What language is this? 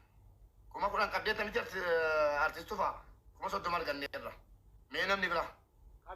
Oromo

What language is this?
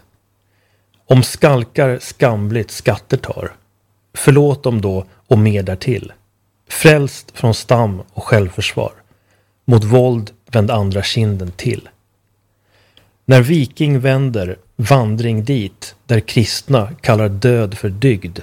Swedish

